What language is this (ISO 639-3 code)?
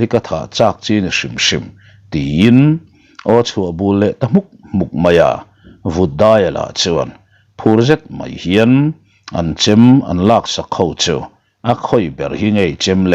lus